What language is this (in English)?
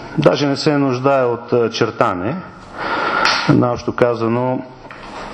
Bulgarian